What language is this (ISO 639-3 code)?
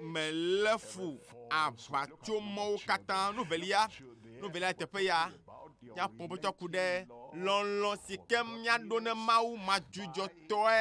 ewe